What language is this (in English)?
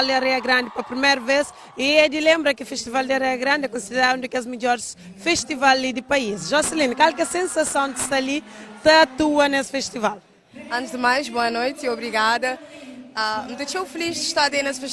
Kabuverdianu